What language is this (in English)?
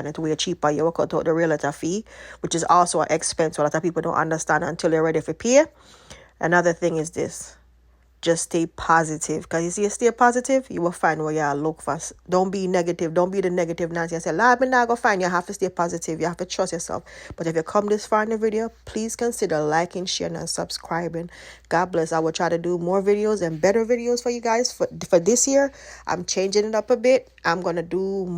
Jamaican Creole English